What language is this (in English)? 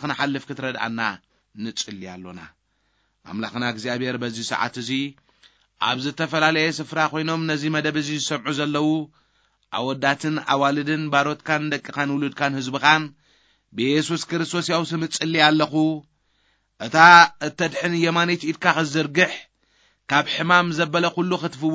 Tigrinya